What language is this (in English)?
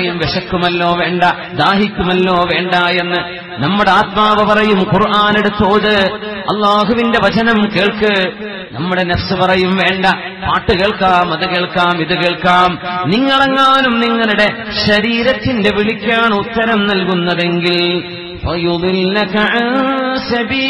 Malayalam